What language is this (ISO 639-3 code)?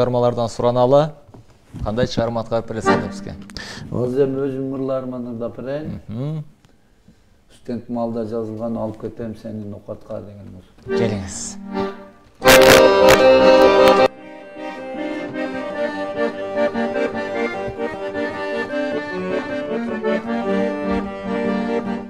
kir